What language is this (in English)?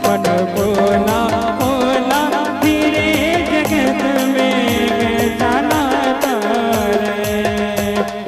Chhattisgarhi